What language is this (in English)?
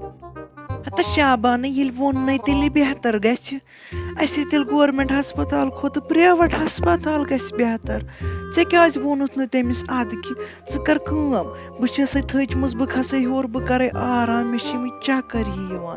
Kashmiri